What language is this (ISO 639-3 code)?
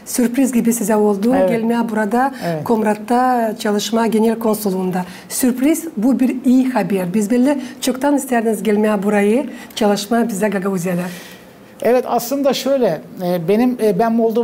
gag